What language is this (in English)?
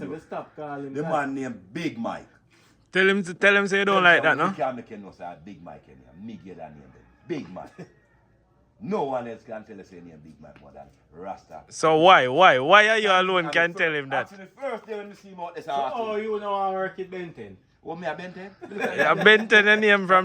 Jamaican Creole English